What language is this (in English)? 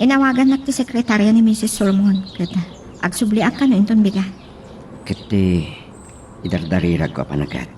Iloko